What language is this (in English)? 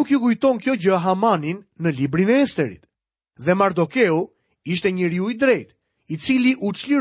Albanian